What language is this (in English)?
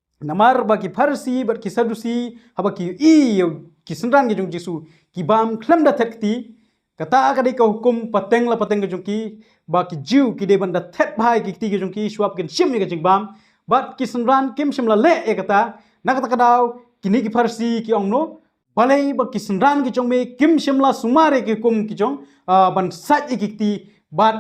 Khasi